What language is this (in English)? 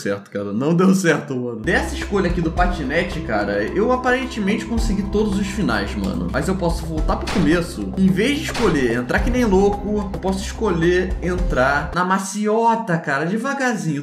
Portuguese